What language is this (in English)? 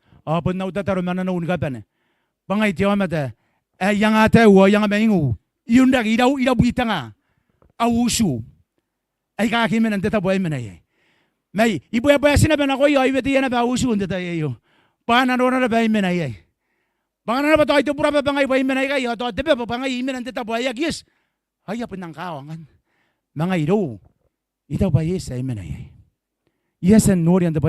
Gilbertese